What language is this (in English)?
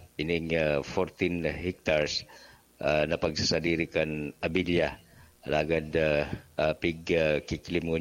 Bikol